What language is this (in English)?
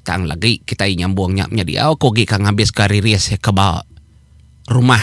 Iban